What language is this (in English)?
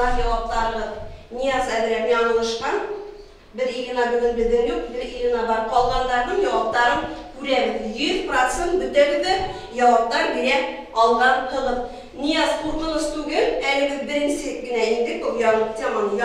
Bashkir